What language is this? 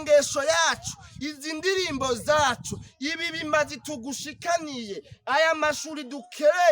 Rundi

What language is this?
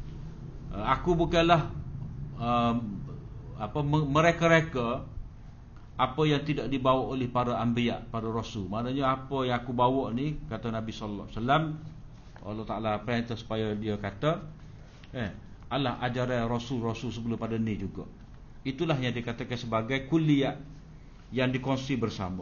Malay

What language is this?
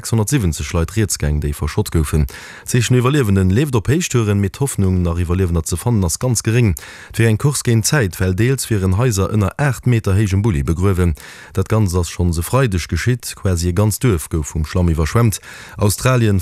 Luxembourgish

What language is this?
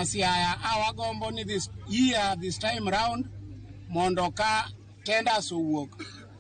Luo (Kenya and Tanzania)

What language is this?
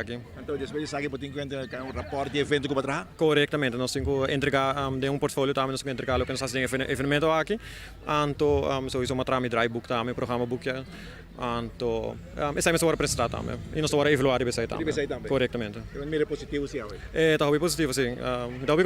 Papiamento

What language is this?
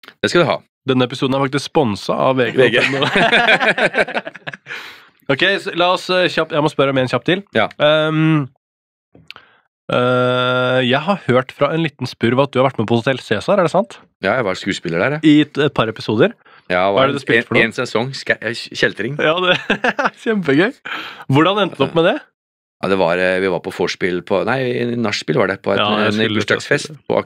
Norwegian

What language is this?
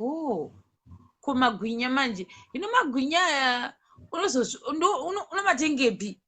Shona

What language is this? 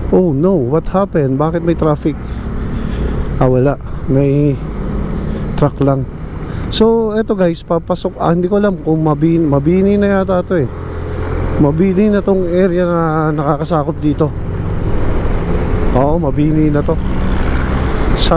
Filipino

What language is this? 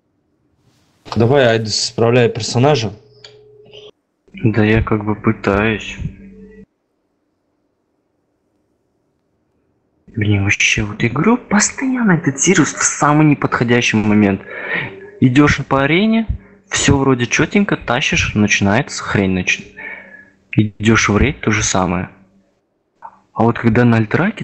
Russian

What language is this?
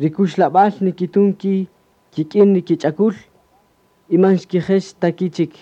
Kaqchikel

